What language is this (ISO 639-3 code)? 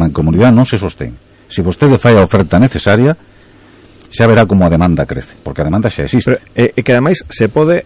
glg